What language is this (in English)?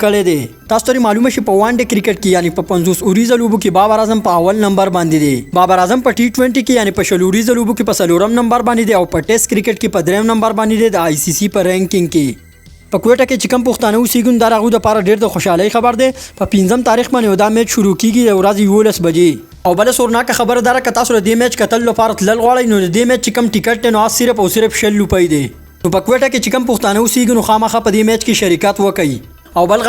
Pashto